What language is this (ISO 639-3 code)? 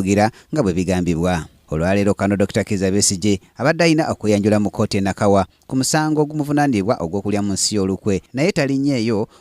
lug